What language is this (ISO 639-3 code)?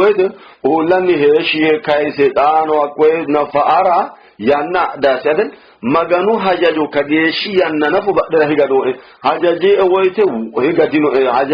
sid